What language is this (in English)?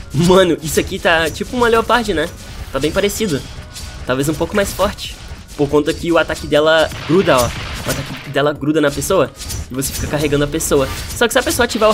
Portuguese